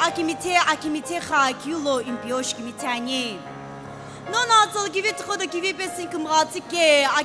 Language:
Sumi Naga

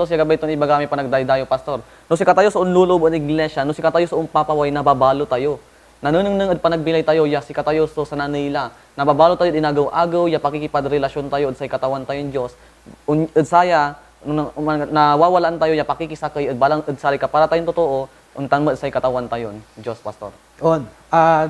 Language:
Pangasinan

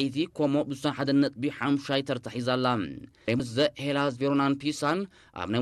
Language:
Tigrinya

